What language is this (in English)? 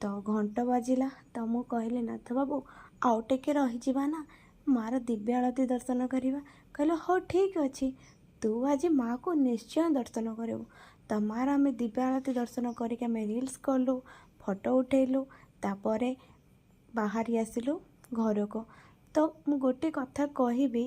Odia